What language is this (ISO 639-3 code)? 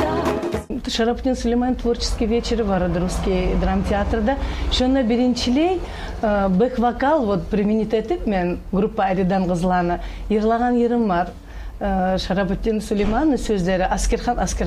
kum